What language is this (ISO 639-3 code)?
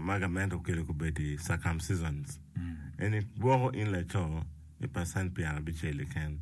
ach